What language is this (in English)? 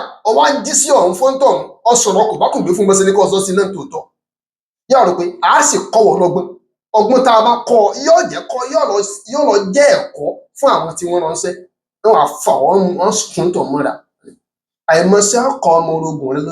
Yoruba